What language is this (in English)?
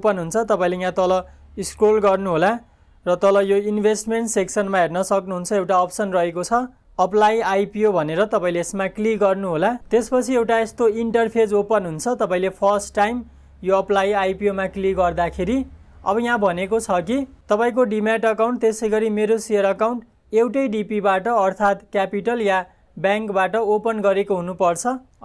Nepali